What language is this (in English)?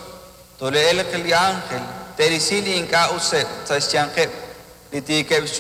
Kekchí